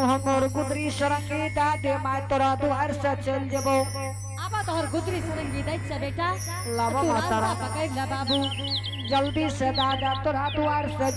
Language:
Angika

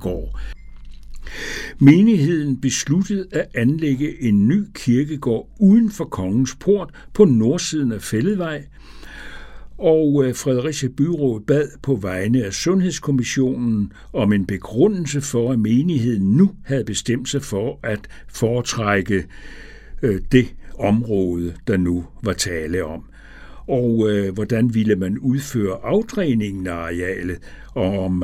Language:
Danish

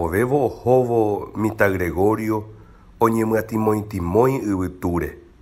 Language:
Guarani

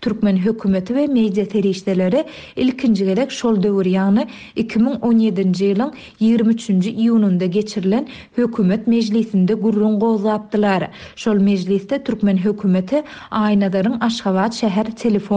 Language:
Turkmen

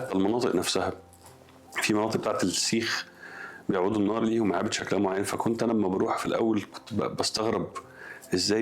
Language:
Egyptian Arabic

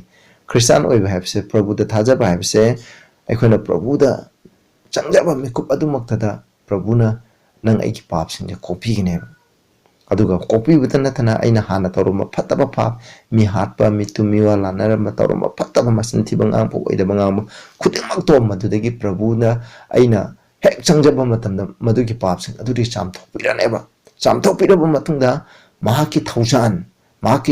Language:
Manipuri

